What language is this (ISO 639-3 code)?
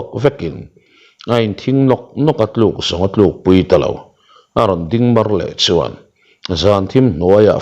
lus